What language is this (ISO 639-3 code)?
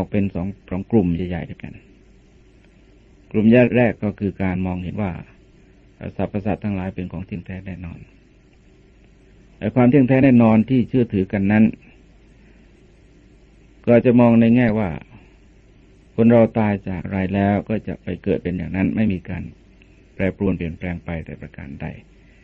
tha